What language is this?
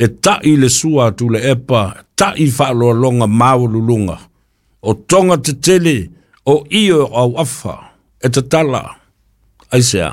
Samoan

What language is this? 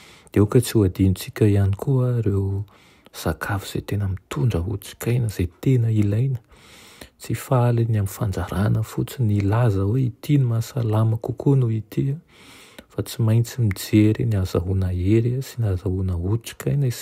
Malagasy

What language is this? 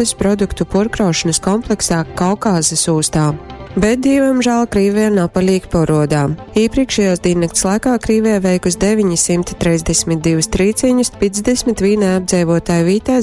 Latgalian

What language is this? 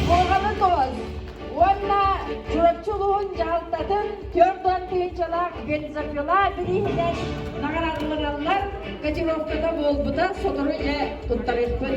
Yakut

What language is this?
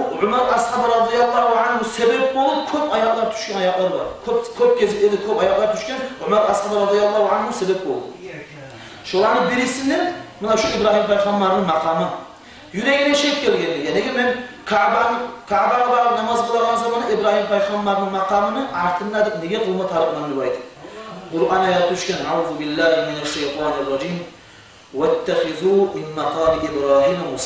Kumyk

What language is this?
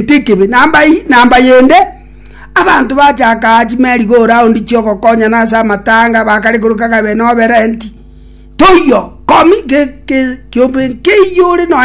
Gusii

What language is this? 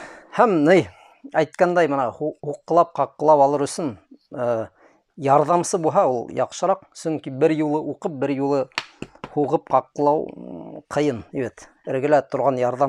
Bashkir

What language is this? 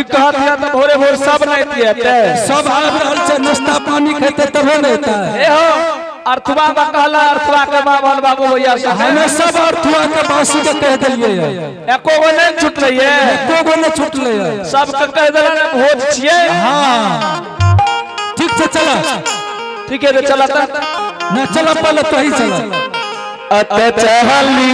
Angika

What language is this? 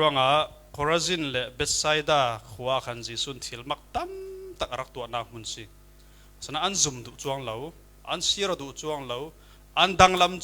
Falam Chin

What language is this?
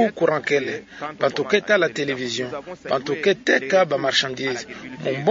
Kituba (Democratic Republic of Congo)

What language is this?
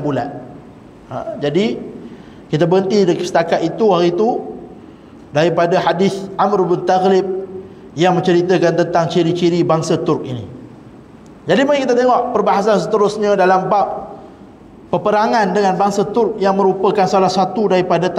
Malay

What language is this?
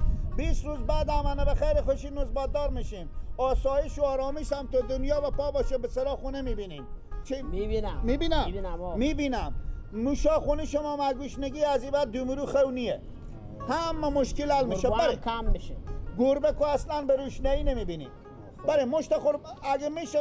Persian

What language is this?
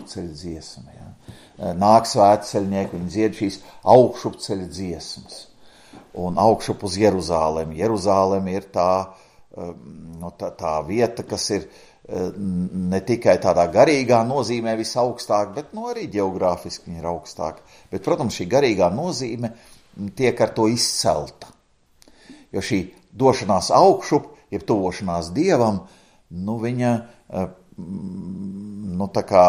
Latvian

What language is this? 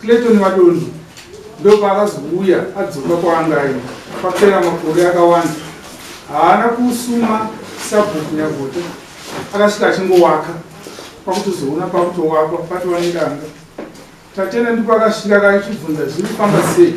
Shona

